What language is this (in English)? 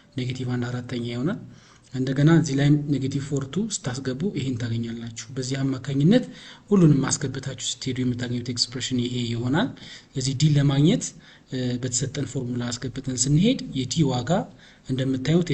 Amharic